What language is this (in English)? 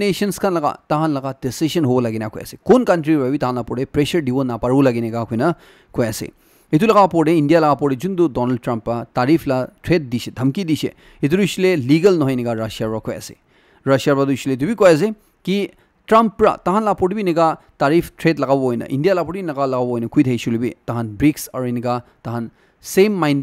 Naga Pidgin